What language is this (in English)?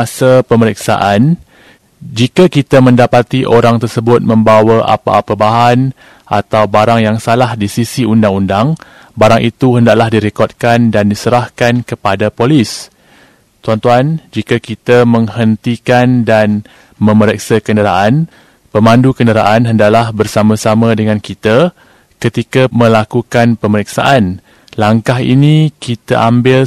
Malay